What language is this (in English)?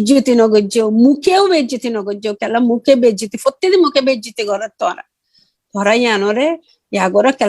Rohingya